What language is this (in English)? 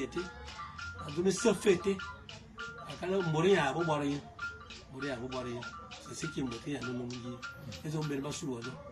Fang